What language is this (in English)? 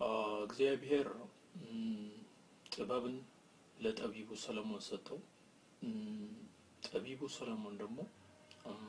Amharic